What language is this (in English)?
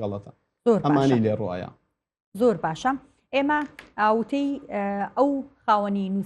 Central Kurdish